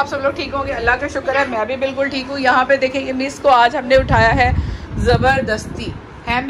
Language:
Hindi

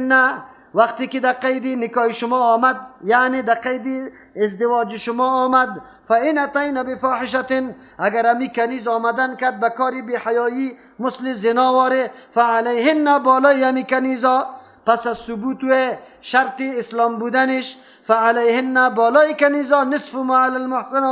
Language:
Persian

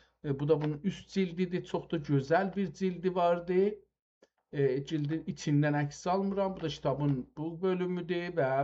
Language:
South Azerbaijani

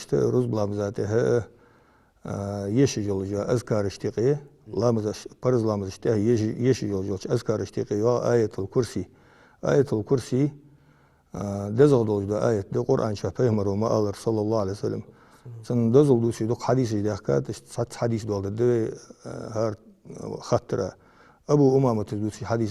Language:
Ingush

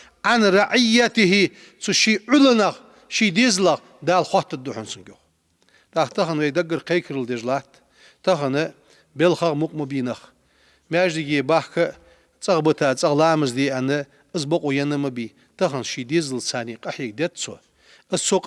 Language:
Ingush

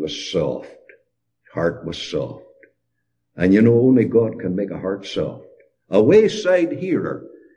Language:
English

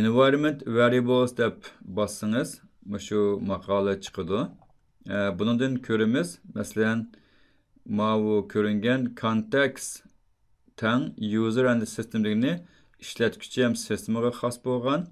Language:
Uyghur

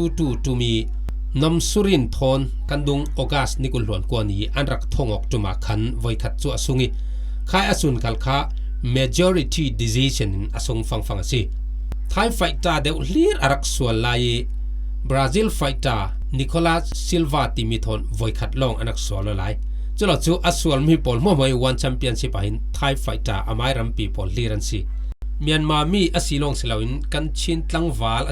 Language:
Falam Chin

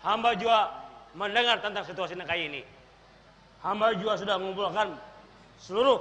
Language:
Banjar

